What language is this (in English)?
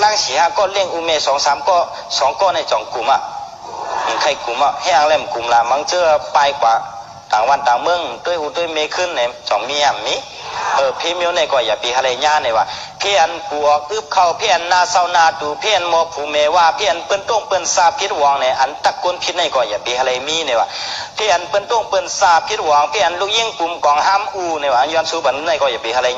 Shan